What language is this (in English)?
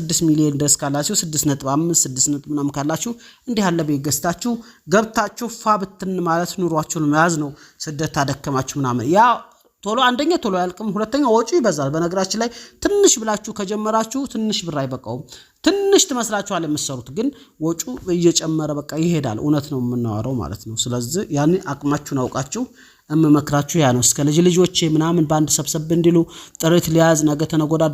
Amharic